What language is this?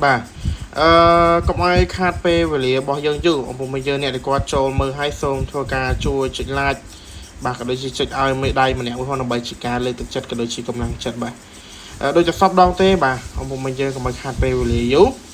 Khmer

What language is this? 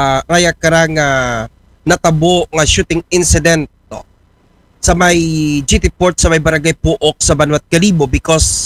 Aklanon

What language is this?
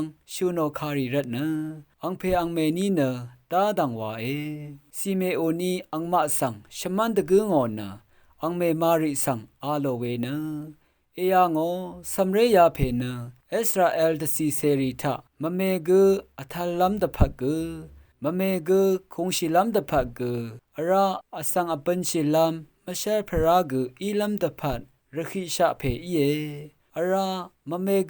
Rawang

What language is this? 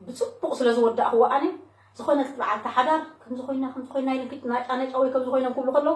Tigrinya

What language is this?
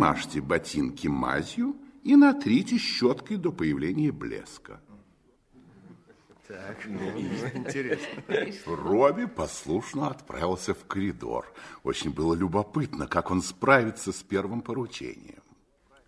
Russian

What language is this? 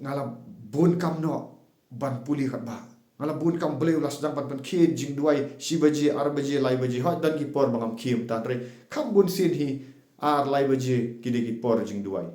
Khasi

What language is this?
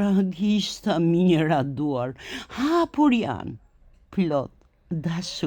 Albanian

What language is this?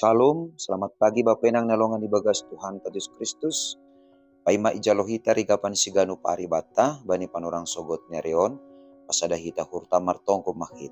Batak Simalungun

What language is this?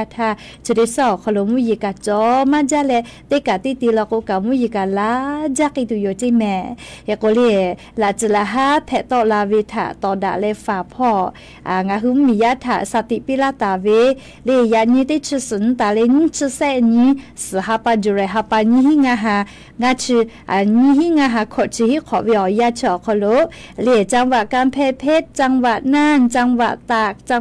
Lahu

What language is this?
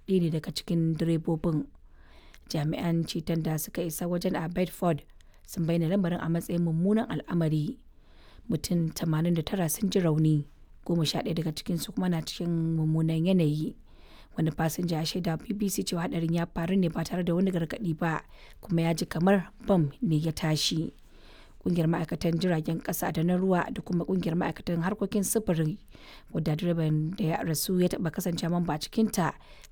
Hausa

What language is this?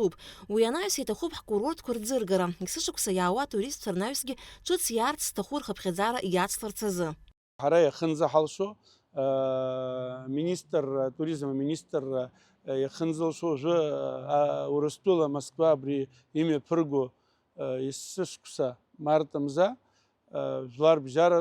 Abkhazian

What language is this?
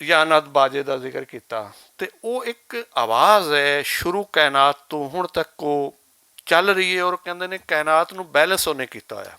Western Panjabi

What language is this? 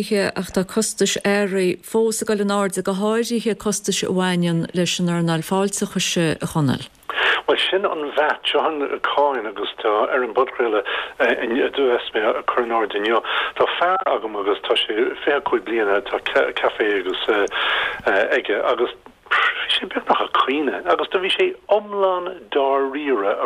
Irish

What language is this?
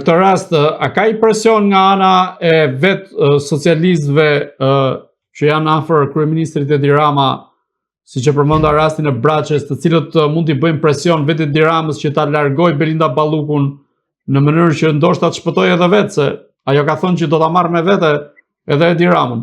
Albanian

